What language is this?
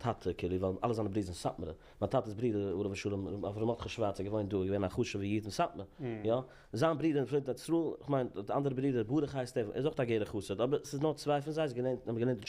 Yiddish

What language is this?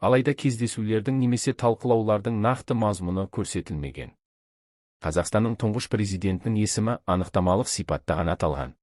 Kazakh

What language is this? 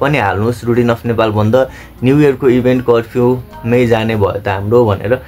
Nepali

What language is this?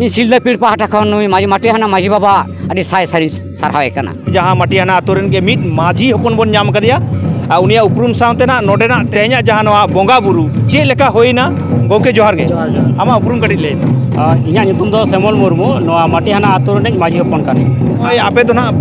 Santali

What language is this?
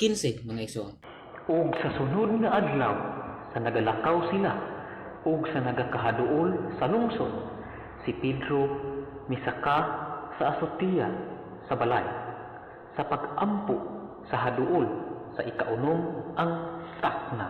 Cebuano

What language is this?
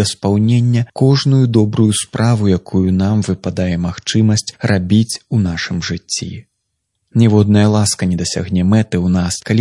Belarusian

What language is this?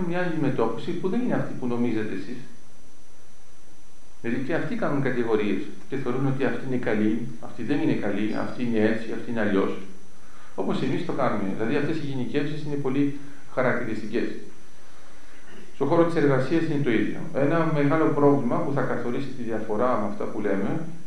Greek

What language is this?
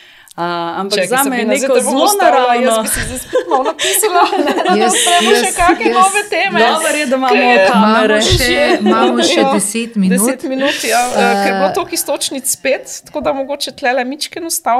Slovenian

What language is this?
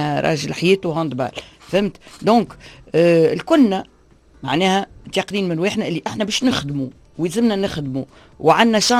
Tunisian Arabic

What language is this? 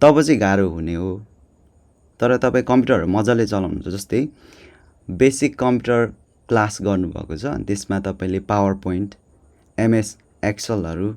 Nepali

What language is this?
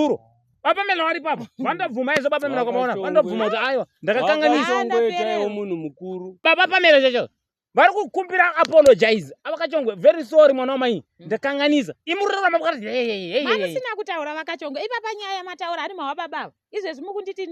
Shona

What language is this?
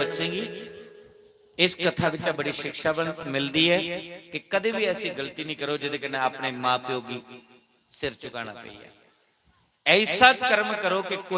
Dogri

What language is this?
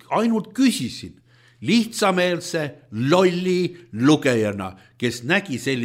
Estonian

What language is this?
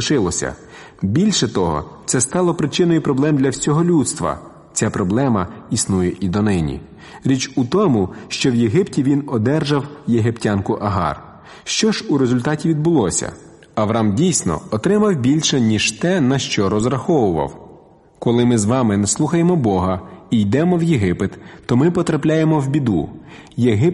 Ukrainian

